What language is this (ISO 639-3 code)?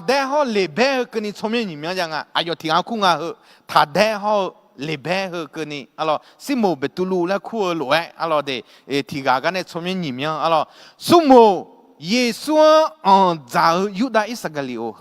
ahk